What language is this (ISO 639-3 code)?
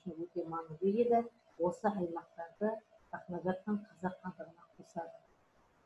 kaz